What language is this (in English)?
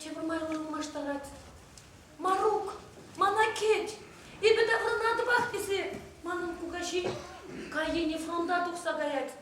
Chuvash